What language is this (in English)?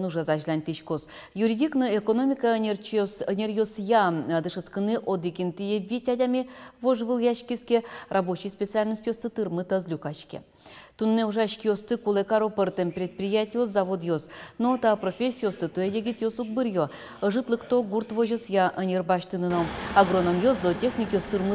Udmurt